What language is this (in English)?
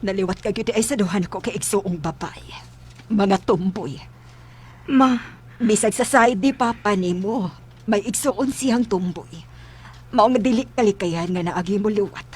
Cebuano